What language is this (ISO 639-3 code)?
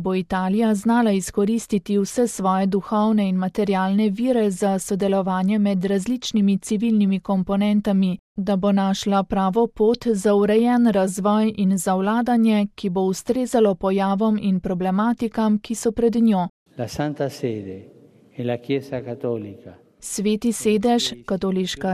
slv